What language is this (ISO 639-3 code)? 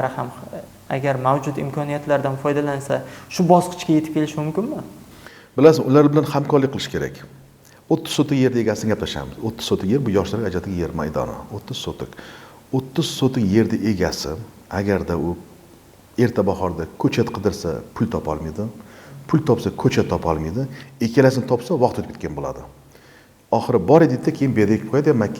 uzb